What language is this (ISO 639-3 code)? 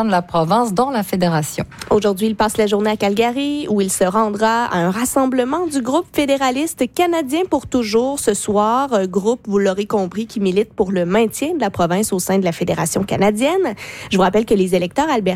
fra